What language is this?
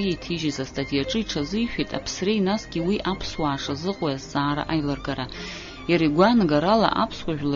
Abkhazian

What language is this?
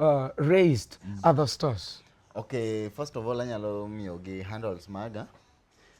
Luo (Kenya and Tanzania)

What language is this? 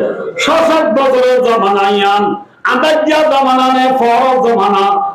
Rohingya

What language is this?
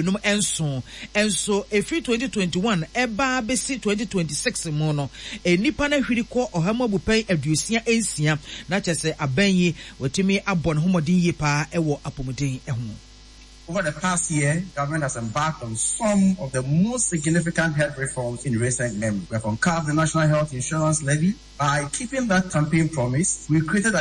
Akan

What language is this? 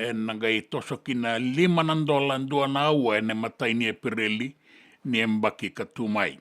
Fijian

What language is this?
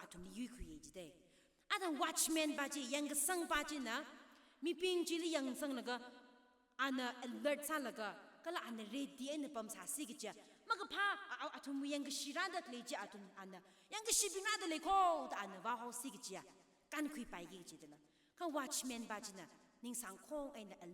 Tangkhul Naga (India)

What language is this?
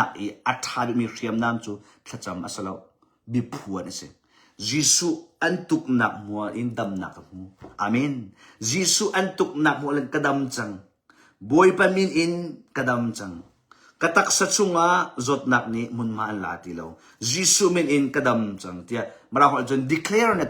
Hakha Chin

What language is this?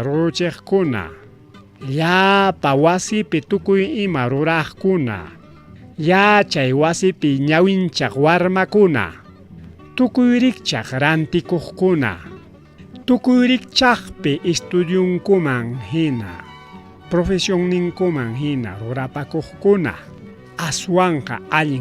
Ayacucho Quechua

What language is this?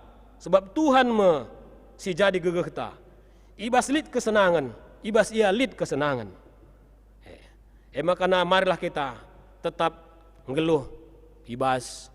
Batak Karo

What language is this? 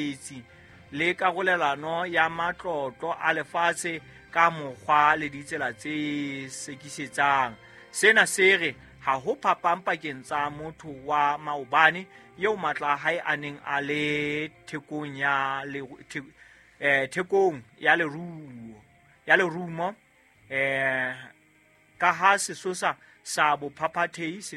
Southern Sotho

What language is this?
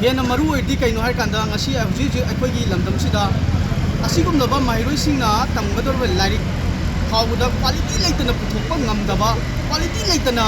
Manipuri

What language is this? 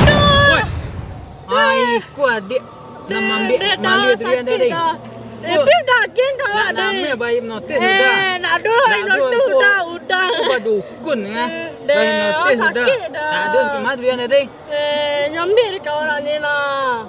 Minangkabau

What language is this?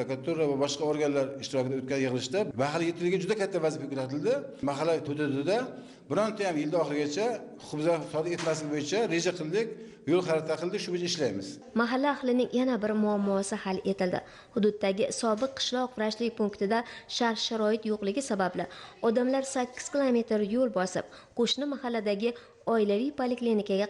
Uzbek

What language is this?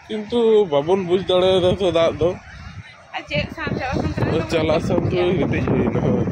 Santali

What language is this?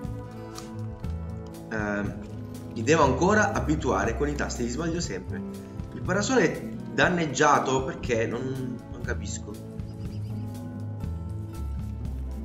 Italian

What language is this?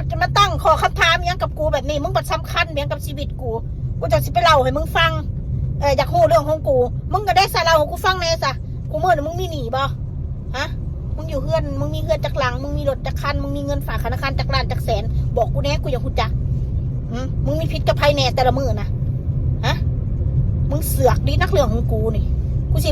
Northeastern Thai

